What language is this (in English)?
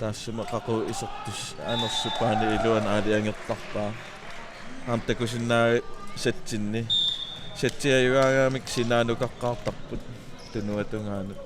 Kalaallisut